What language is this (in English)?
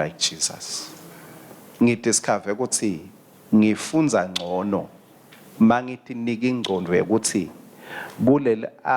Swati